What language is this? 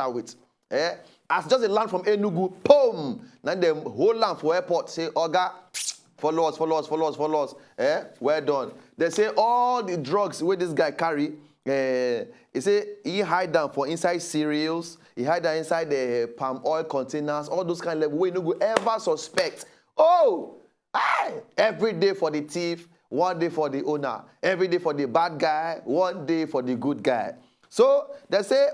Nigerian Pidgin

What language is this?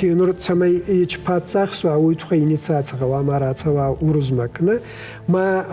Ossetic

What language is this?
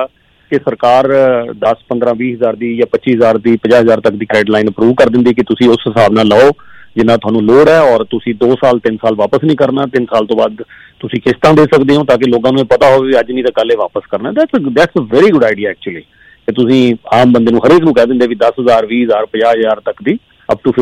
Punjabi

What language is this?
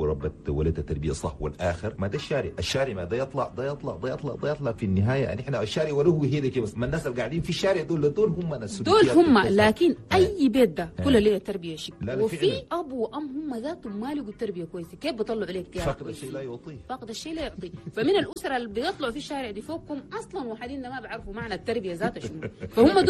Chadian Arabic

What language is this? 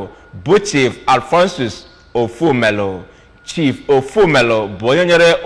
Igbo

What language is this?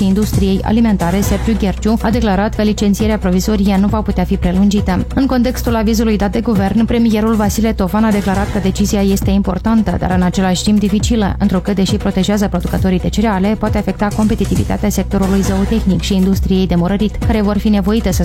Romanian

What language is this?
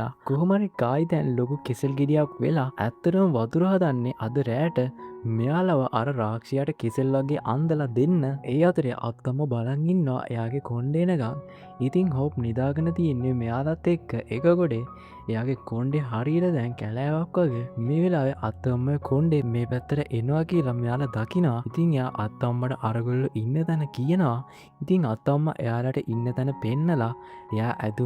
Sinhala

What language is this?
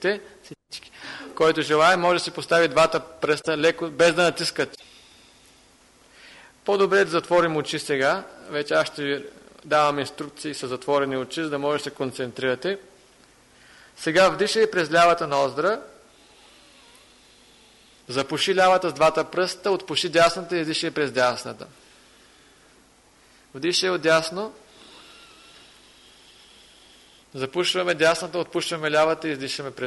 Bulgarian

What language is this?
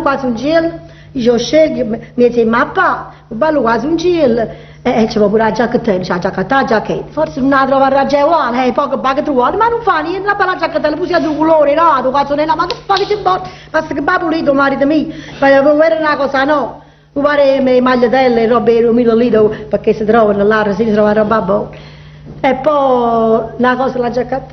Neapolitan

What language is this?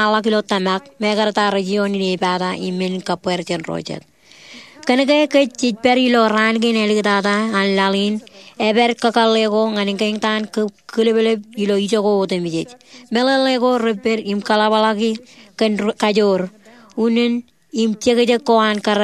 Marshallese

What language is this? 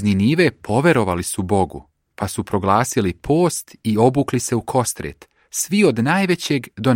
Serbian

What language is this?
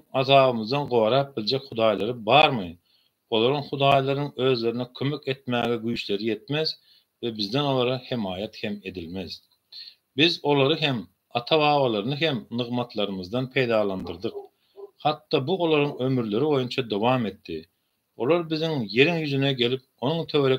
Turkmen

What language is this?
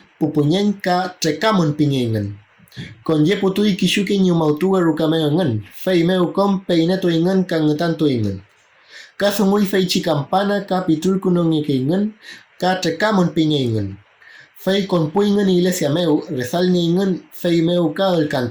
Mapuche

